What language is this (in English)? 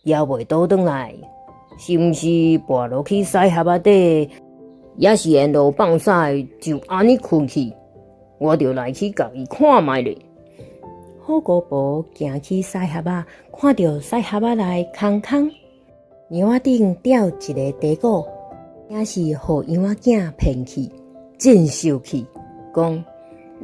Min Nan Chinese